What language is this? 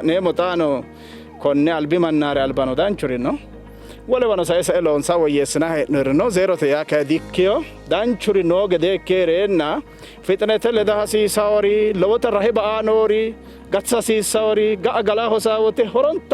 Sidamo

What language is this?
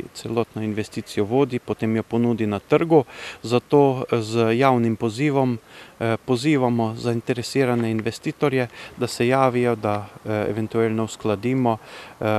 Slovenian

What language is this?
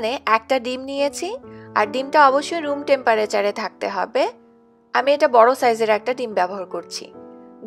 Bangla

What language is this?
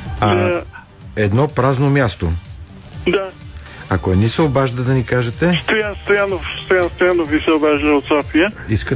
Bulgarian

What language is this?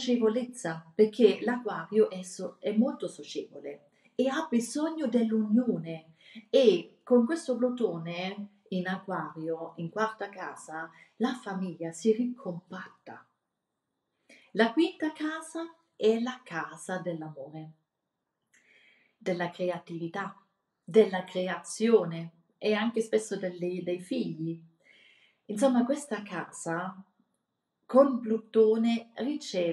Italian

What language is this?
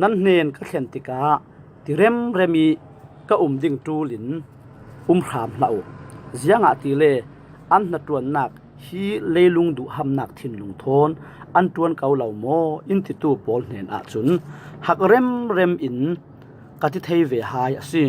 Falam Chin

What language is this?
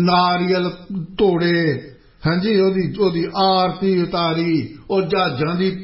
Punjabi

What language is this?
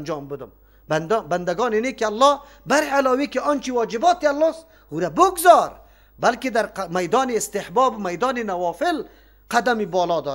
Persian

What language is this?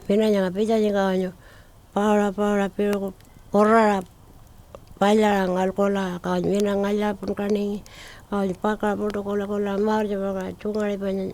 Pitjantjatjara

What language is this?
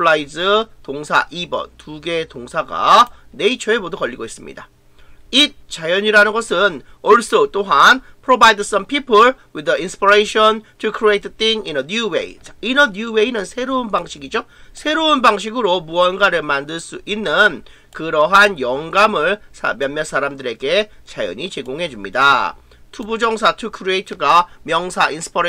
Korean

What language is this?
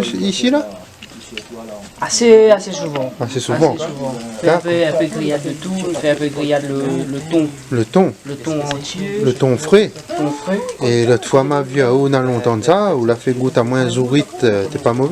Réunion Creole French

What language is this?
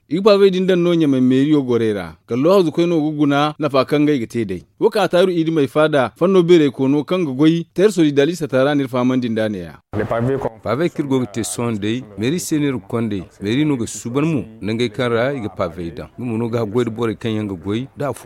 Zarma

